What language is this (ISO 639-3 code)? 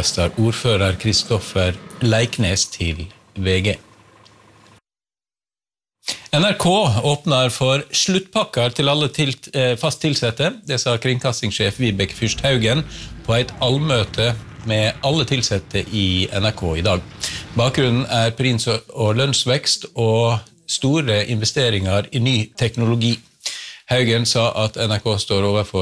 nor